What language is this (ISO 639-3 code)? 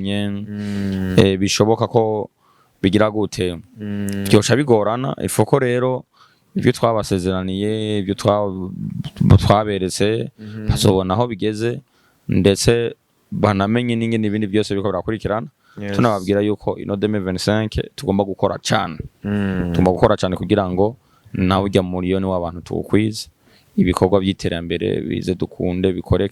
run